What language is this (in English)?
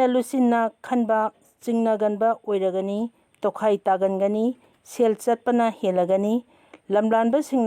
Manipuri